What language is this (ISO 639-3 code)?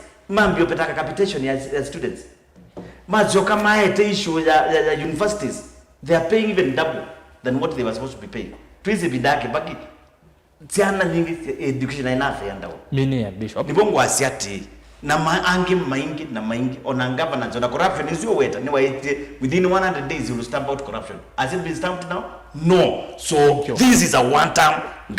kam